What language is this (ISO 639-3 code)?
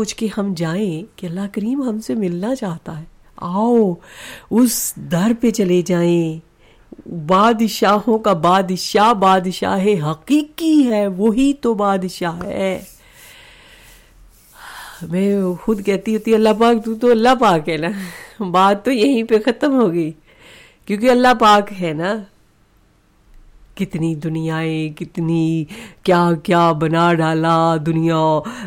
urd